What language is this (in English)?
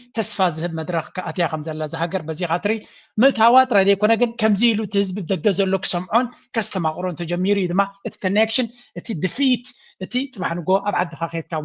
Tigrinya